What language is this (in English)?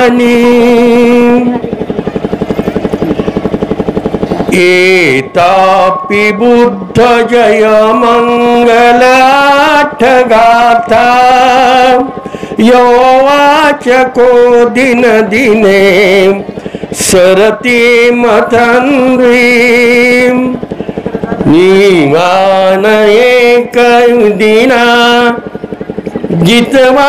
Marathi